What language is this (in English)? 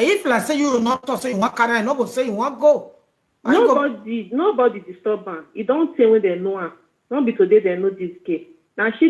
Nigerian Pidgin